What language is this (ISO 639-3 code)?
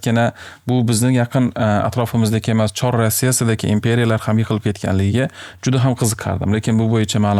uzb